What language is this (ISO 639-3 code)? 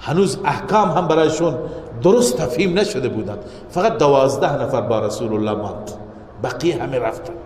fas